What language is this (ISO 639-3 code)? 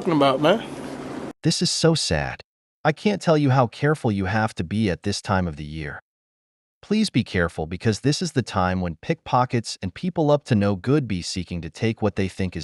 jam